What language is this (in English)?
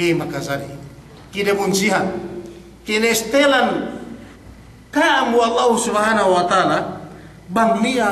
Yakan